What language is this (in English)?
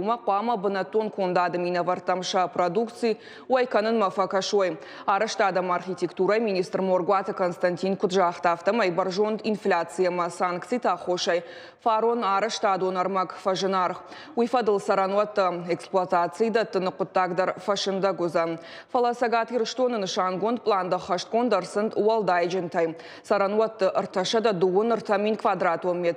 Ossetic